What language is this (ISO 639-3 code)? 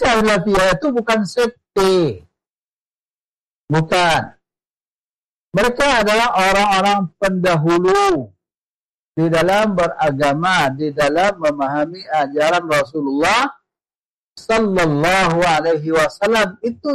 ind